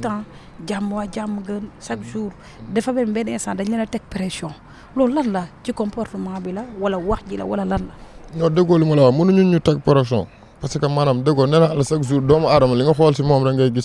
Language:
Wolof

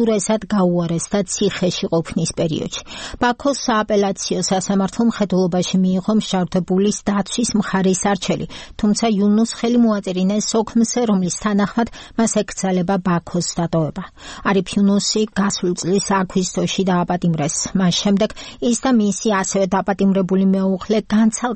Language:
Georgian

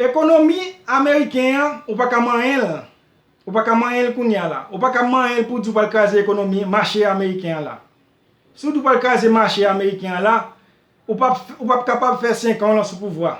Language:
Haitian Creole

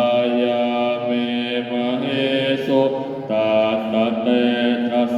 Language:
Pali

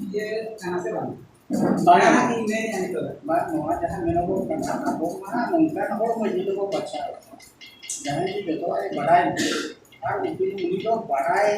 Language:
Santali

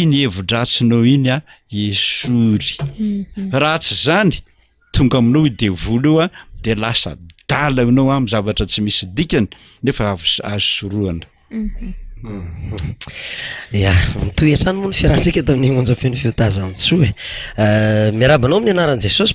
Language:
Malagasy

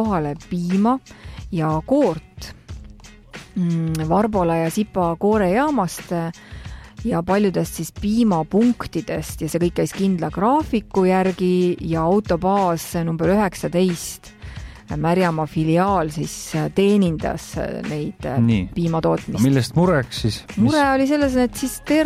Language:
Estonian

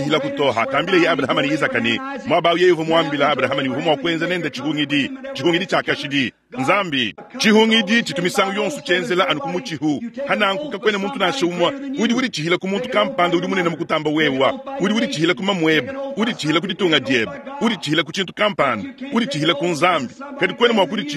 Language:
Luba-Lulua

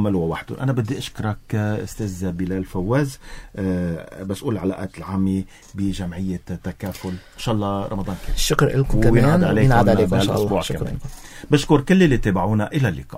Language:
North Levantine Arabic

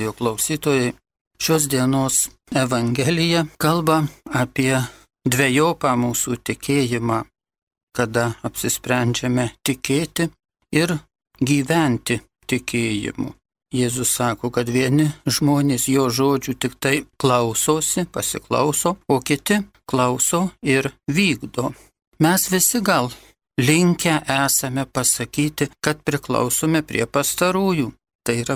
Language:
Lithuanian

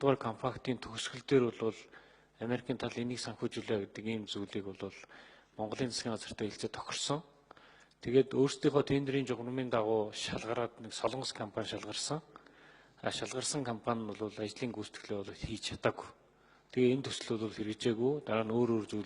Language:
Mongolian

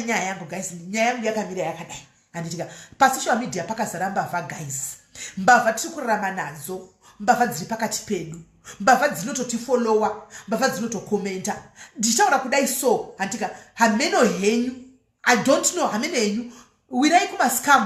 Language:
Shona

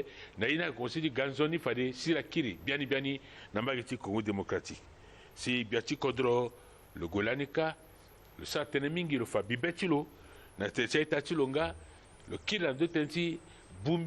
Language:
Sango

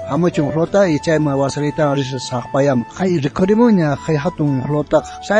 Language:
South Bolivian Quechua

